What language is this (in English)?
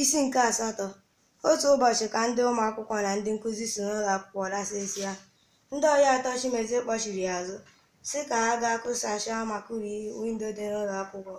Igbo